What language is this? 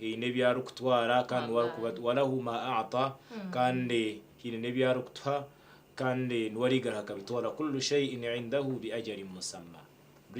Nyankole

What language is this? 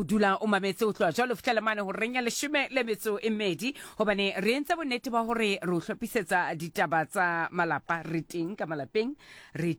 Southern Sotho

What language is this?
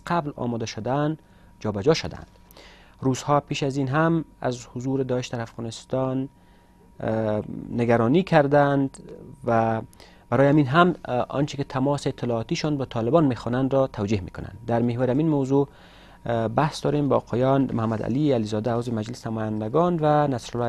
Persian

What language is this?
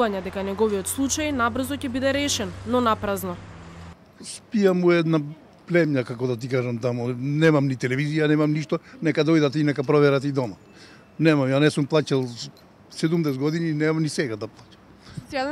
Macedonian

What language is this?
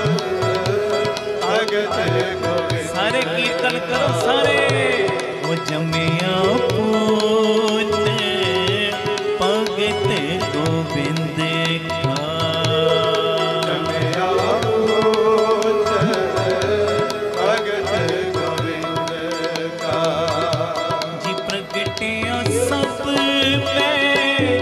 Punjabi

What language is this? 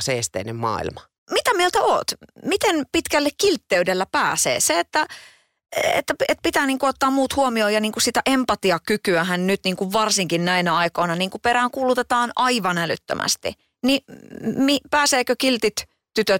Finnish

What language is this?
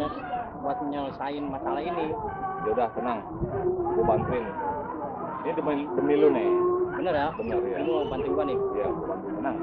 Betawi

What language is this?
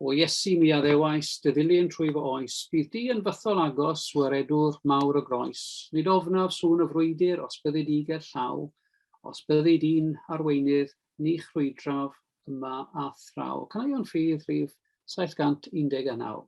Welsh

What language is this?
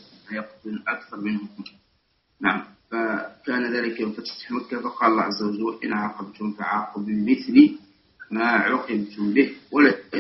Arabic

